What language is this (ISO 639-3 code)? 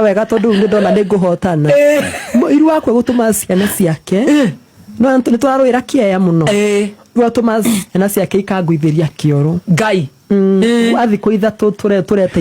kik